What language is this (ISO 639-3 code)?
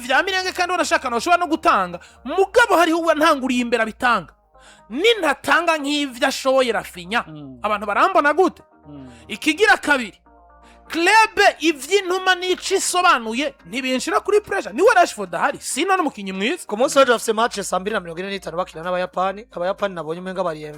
run